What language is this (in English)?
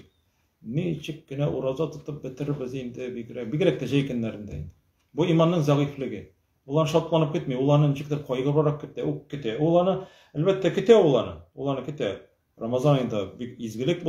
Tatar